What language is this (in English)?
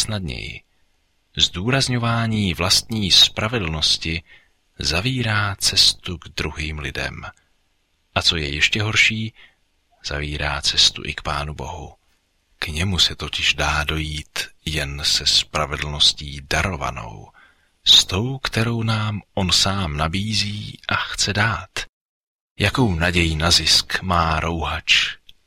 Czech